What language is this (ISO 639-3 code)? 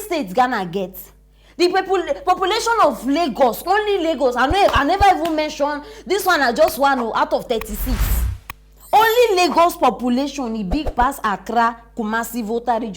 pcm